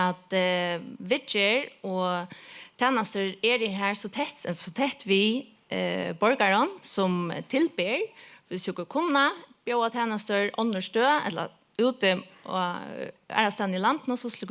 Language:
Faroese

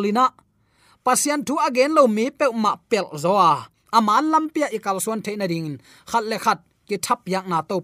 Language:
Tedim Chin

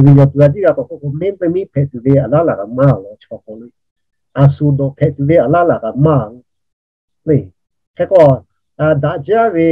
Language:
Lahu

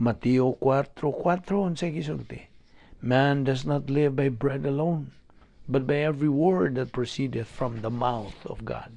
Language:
Cebuano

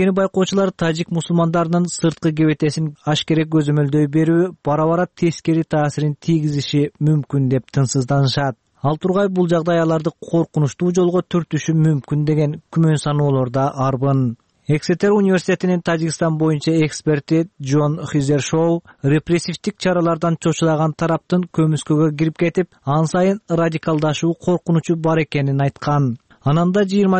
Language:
Kyrgyz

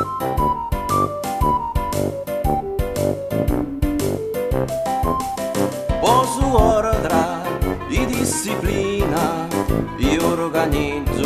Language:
Catalan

